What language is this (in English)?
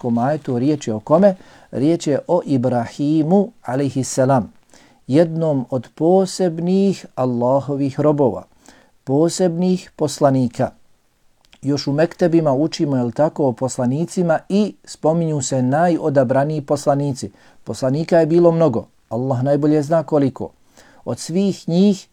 Bosnian